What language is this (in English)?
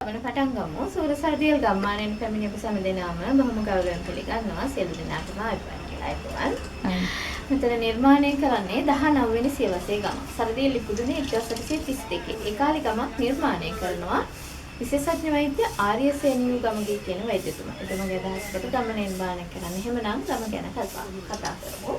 Sinhala